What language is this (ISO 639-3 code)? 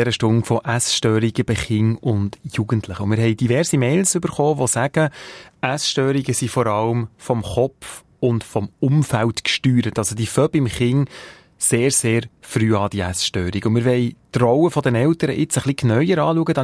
deu